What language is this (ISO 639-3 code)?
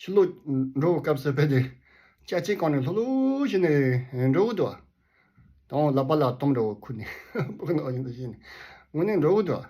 bod